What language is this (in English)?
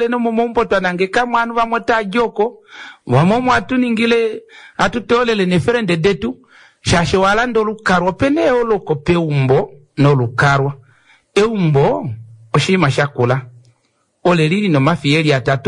Kuanyama